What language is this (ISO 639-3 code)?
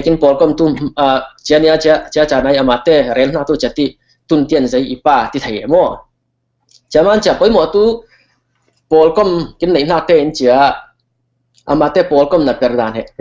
cfm